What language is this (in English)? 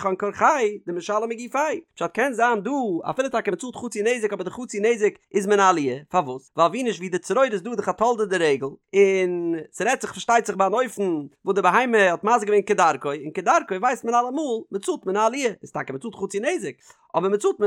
Yiddish